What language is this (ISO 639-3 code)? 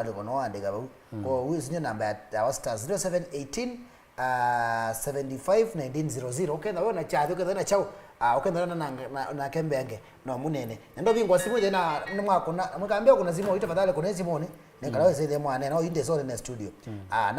kam